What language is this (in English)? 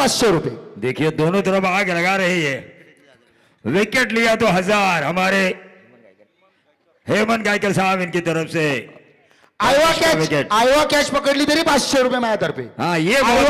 Marathi